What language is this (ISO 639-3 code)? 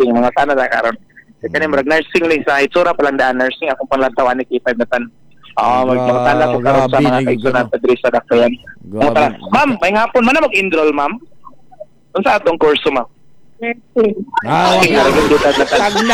ceb